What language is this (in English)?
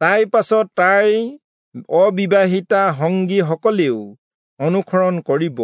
Assamese